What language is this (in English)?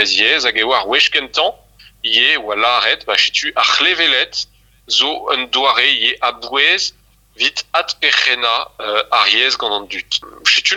Breton